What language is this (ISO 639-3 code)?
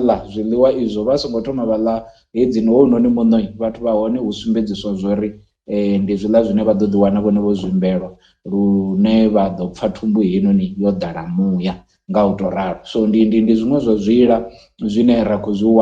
ven